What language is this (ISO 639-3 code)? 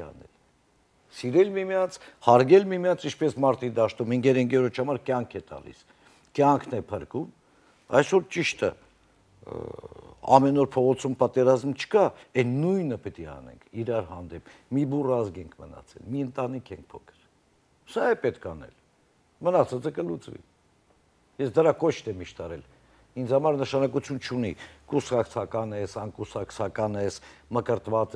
hye